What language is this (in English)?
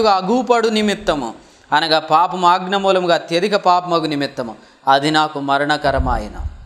Telugu